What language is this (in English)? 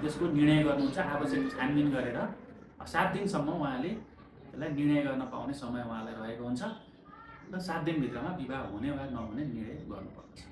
Nepali